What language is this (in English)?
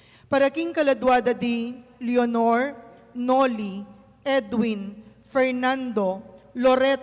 Pampanga